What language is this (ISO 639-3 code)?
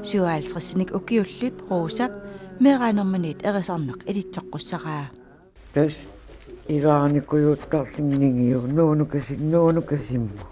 kal